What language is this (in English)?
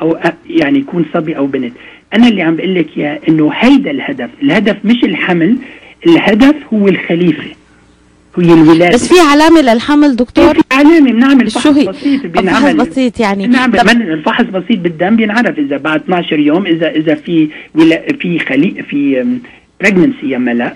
North Levantine Arabic